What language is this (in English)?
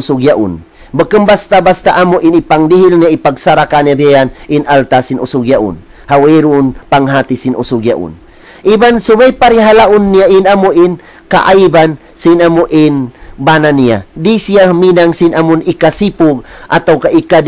Tausug